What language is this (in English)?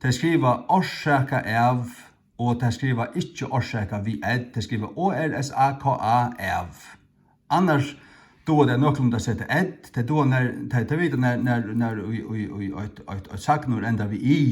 Faroese